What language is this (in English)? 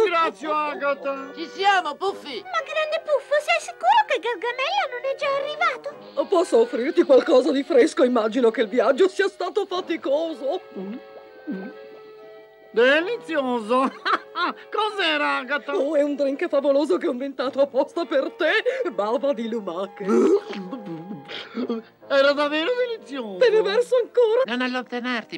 Italian